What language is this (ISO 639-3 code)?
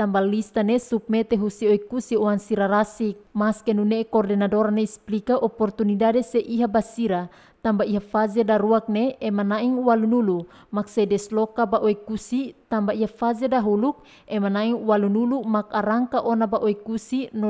tet